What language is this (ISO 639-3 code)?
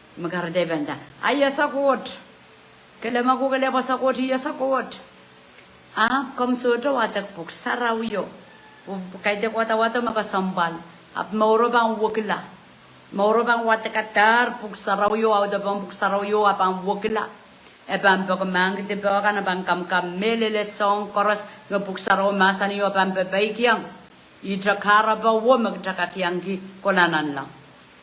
pon